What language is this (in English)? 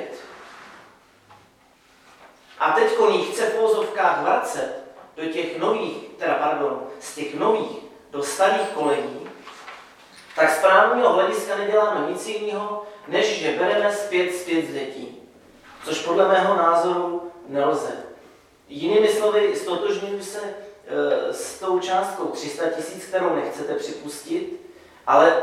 Czech